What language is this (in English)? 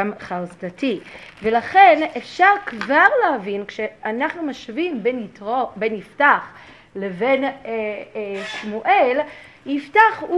Hebrew